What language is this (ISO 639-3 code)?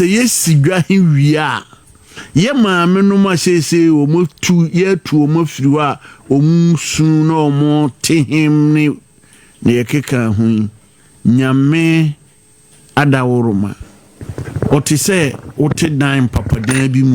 aka